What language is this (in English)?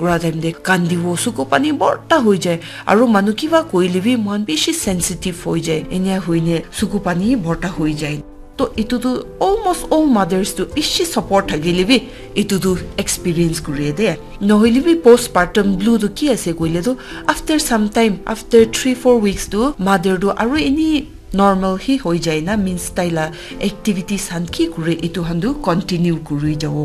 Naga Pidgin